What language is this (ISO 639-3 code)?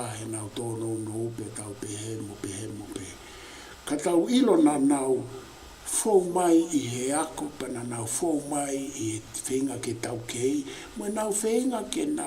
ton